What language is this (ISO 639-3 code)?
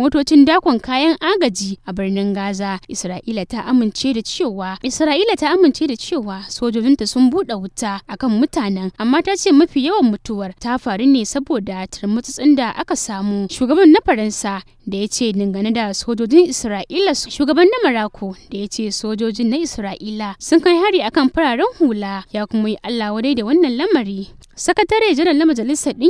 hau